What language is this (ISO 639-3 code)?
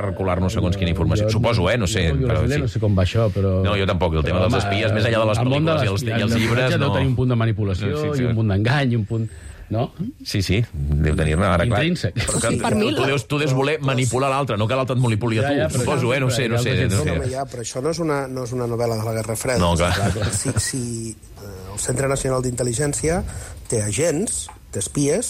cat